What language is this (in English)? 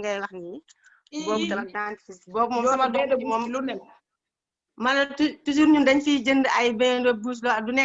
Wolof